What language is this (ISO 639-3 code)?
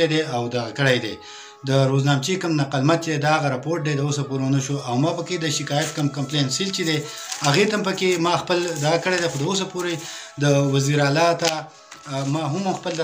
pus